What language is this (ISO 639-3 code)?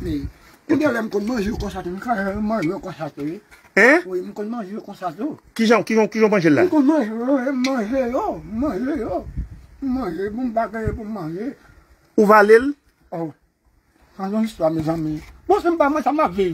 hat